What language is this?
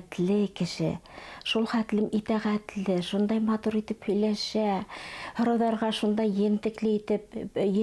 Bashkir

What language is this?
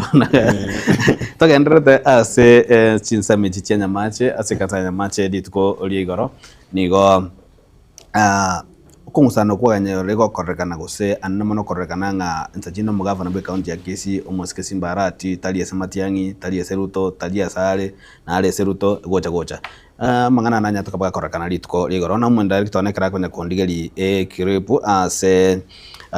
Gusii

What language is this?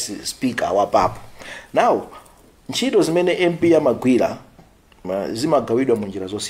Nyanja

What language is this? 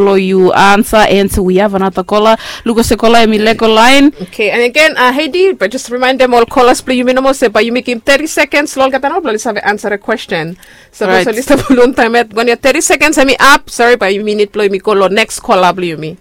Bislama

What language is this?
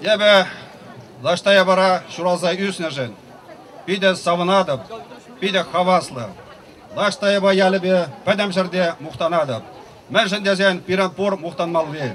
Chuvash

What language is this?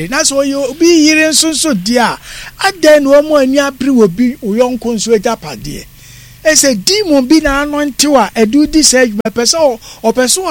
Akan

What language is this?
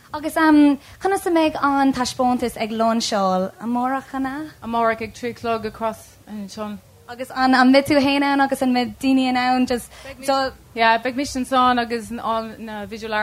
Irish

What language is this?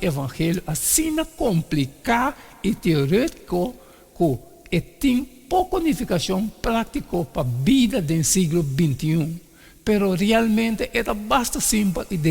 Papiamento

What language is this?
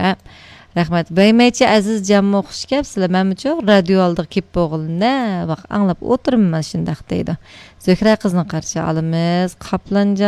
Uyghur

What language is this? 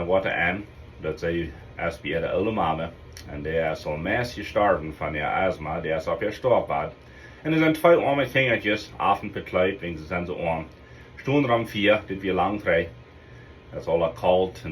Plautdietsch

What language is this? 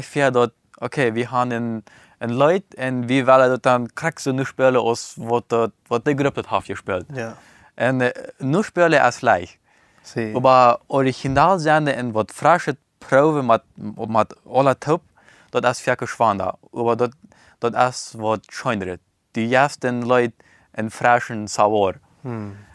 Plautdietsch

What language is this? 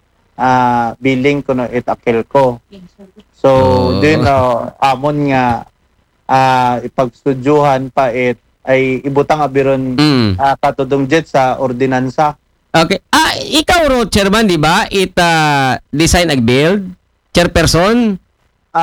Aklanon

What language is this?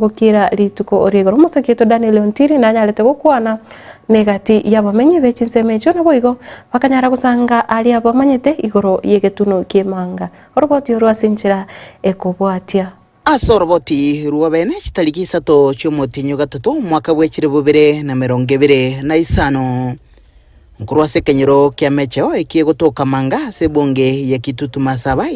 Gusii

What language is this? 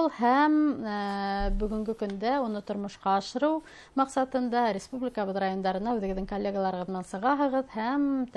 Bashkir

